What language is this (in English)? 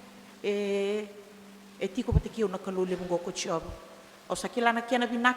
Fijian